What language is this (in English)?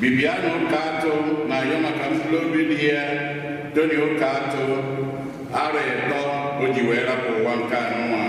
Igbo